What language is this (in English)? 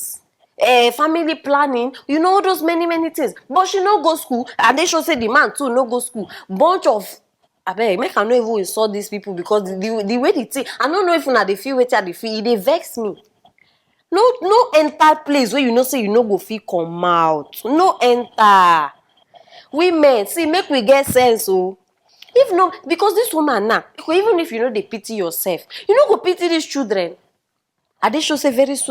Nigerian Pidgin